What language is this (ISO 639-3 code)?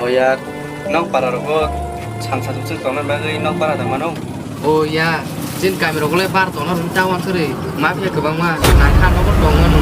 trp